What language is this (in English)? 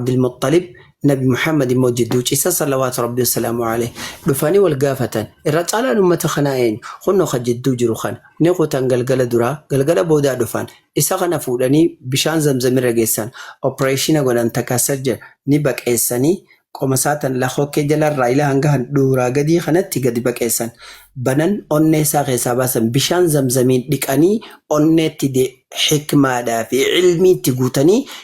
Oromo